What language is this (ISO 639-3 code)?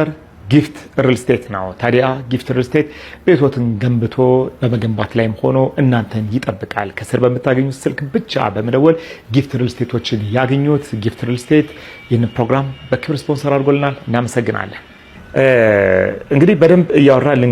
amh